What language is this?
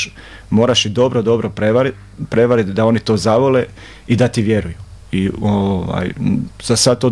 Croatian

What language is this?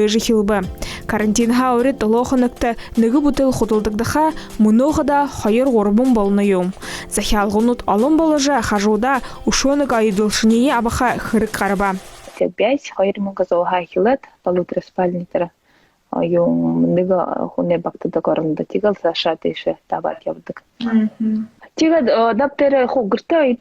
Buriat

